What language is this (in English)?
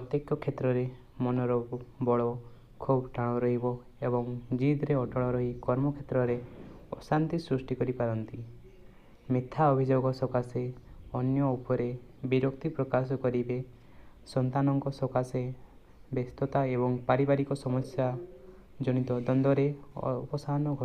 Odia